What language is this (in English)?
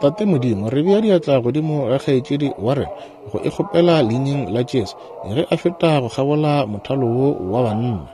Northern Sotho